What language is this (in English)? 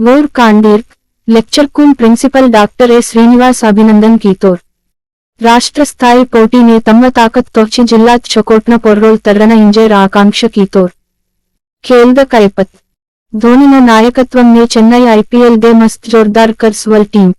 Gondi